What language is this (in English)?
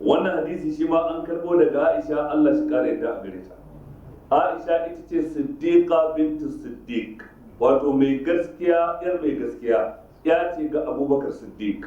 Hausa